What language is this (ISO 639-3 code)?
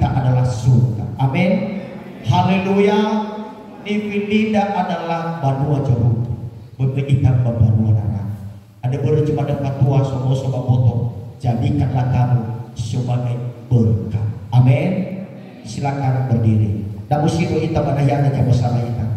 nia